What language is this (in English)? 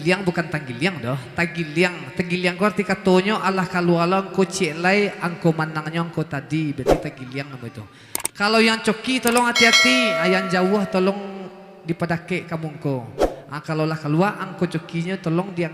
Minangkabau